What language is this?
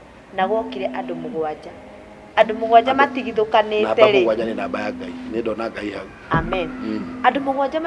Kikuyu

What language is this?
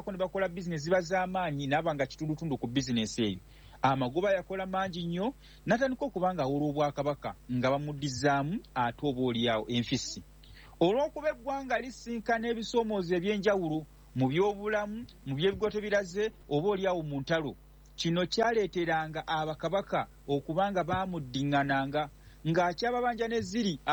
Ganda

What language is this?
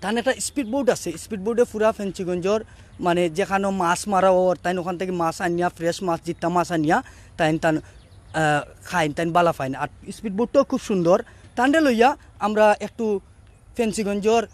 Sylheti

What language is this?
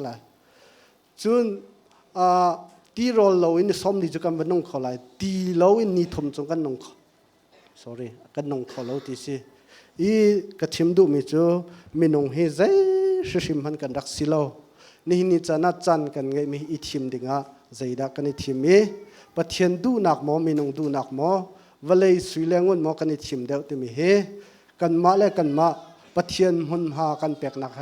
Hakha Chin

